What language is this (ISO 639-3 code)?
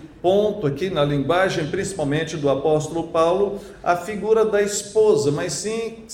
por